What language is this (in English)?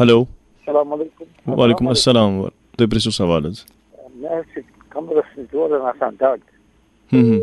Kashmiri